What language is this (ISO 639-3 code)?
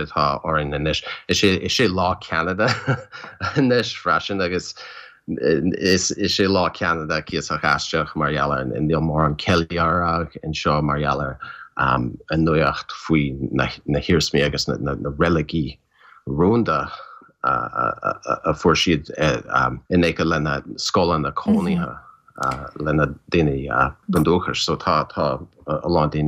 gle